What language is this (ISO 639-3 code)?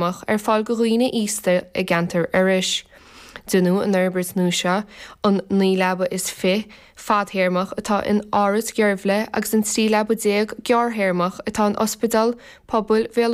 gle